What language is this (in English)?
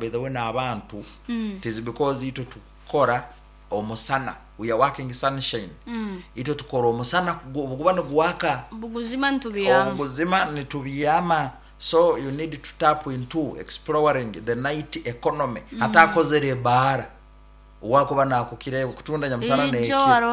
Nyankole